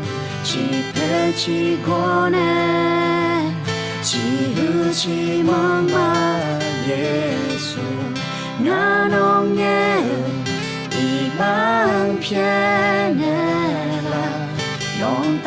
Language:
Akha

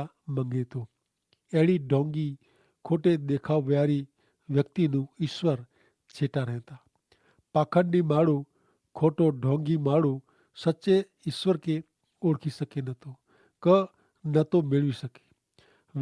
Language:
Kachhi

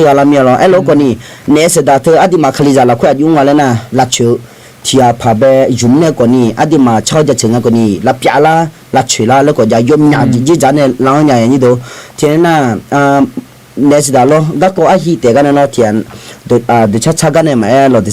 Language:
Akha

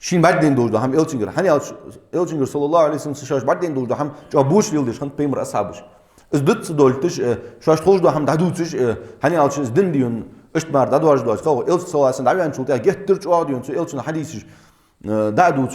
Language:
Ingush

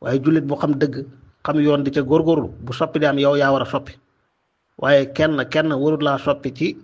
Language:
Wolof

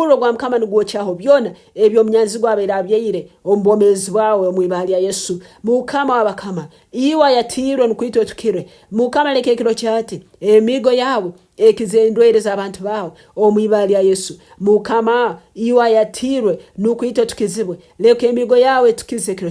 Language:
Nyankole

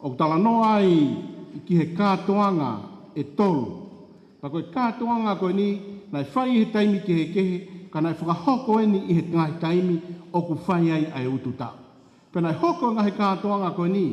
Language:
Tongan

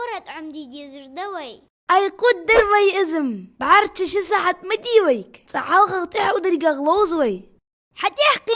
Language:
Ingush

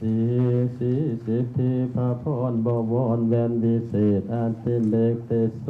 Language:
Lao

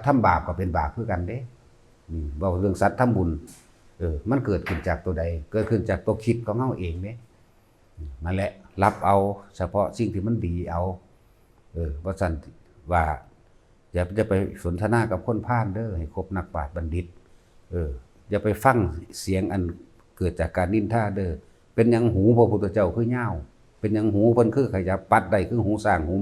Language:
Northeastern Thai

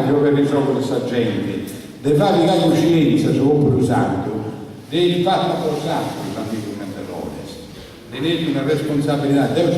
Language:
Sardinian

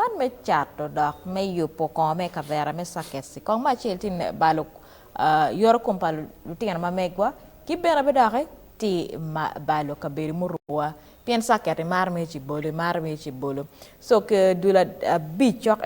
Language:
Acoli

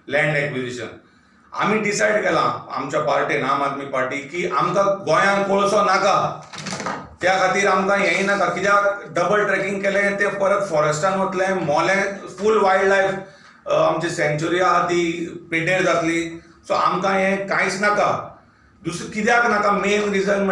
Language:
Konkani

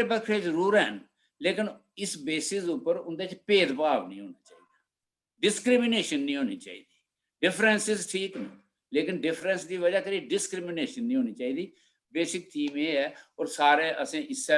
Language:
Dogri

